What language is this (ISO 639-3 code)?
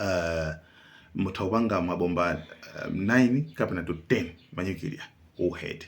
nya